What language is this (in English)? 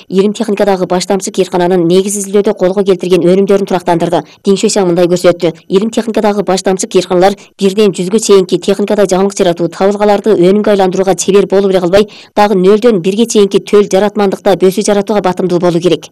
Kyrgyz